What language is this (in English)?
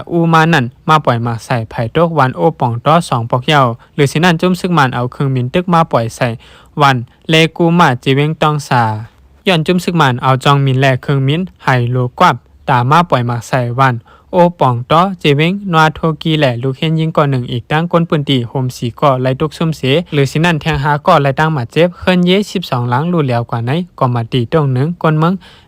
Shan